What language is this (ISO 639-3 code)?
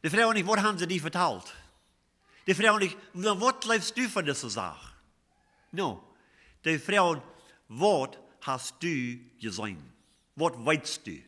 pdt